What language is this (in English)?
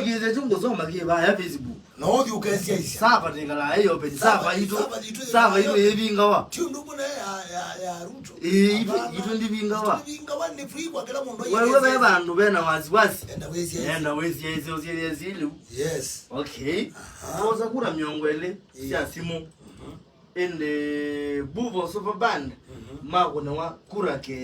Kamba